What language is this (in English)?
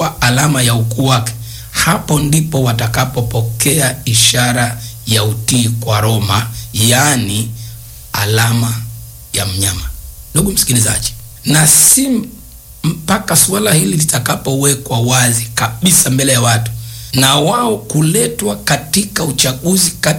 Swahili